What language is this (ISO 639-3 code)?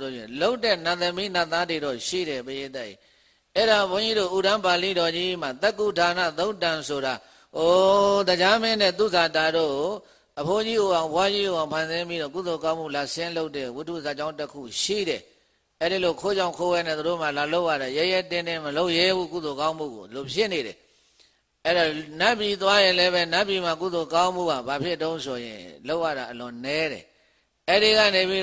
mya